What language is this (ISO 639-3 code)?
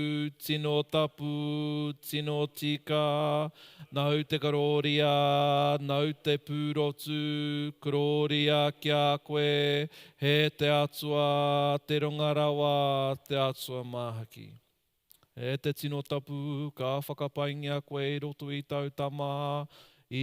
mri